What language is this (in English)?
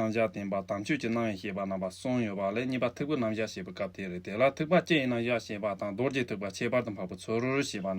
Tibetan